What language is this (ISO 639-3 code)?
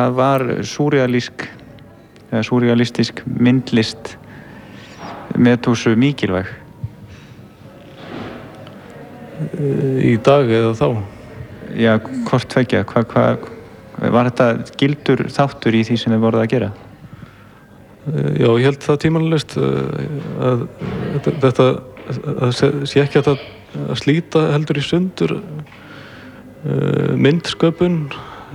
isl